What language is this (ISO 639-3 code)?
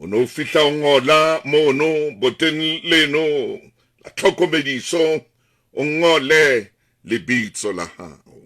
sot